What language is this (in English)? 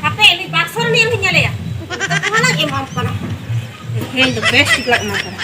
Santali